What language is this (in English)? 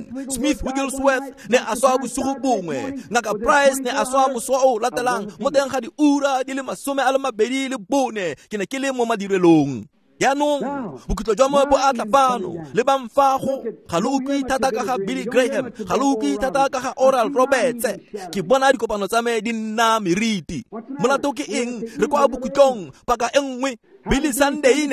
Tswana